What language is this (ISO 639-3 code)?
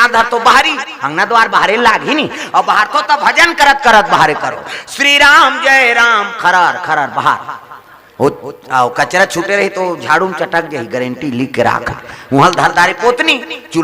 hne